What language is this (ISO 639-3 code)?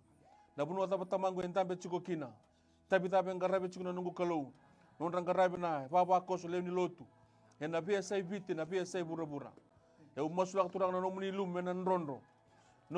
fij